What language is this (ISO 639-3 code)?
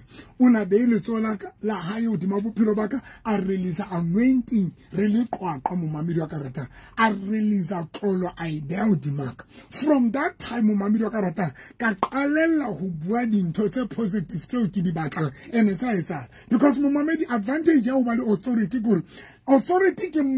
sot